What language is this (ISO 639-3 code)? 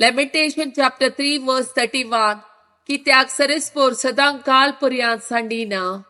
kok